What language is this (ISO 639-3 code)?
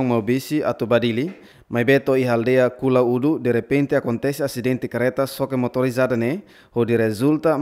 tet